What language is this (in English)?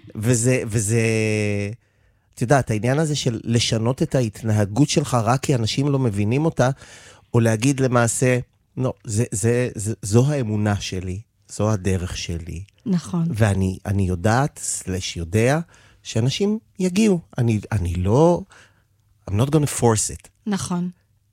Hebrew